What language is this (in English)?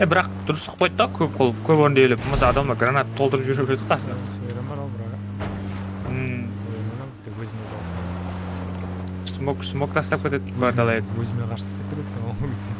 Kara-Kalpak